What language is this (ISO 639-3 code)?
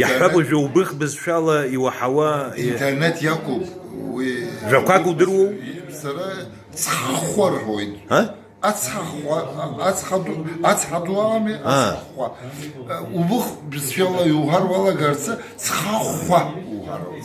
abk